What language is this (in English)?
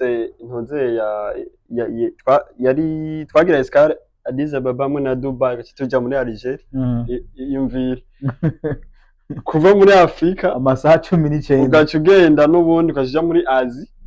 Rundi